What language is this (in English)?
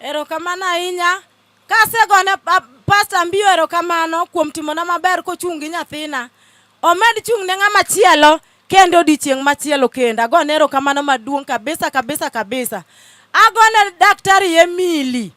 Luo (Kenya and Tanzania)